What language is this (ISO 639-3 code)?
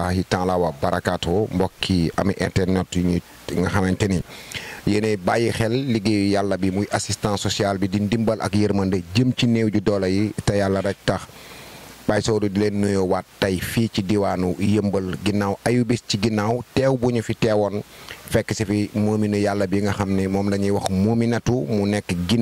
wol